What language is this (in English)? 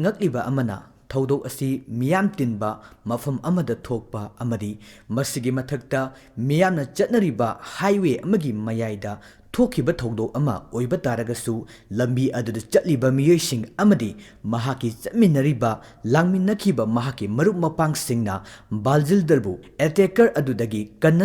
Manipuri